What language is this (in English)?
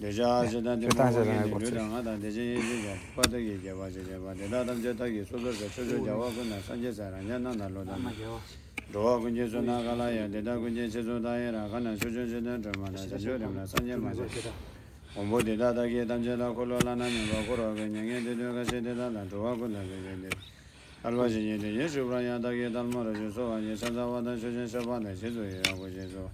Tibetan